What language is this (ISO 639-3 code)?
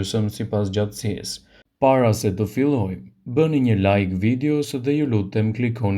sqi